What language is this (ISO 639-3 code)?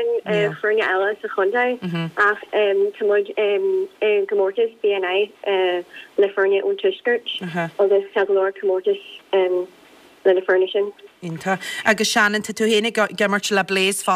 gle